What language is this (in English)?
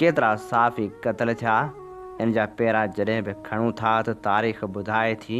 Sindhi